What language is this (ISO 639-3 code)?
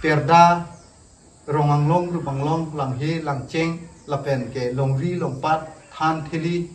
mjw